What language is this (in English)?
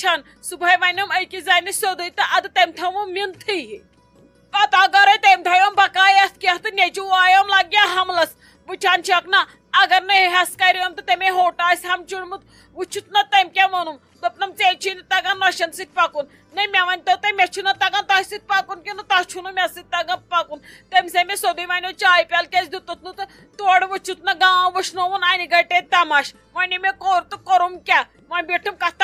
Kashmiri